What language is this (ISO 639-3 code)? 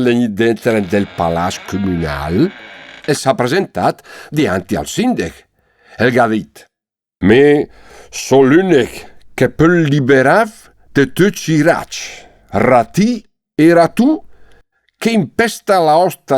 lmo